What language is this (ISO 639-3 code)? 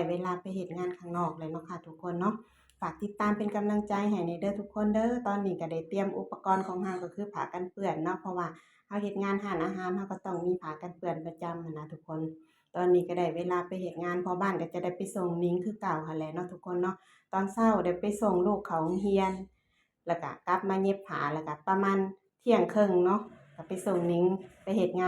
lao